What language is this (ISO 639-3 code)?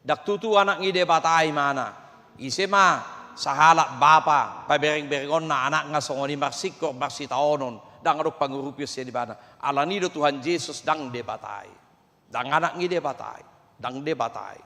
bbc